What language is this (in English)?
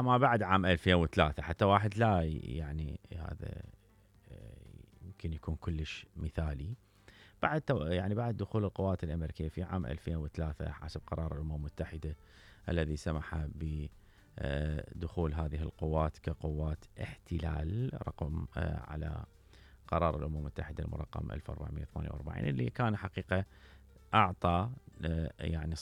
Mesopotamian Arabic